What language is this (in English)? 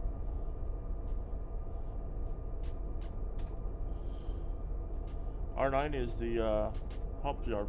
English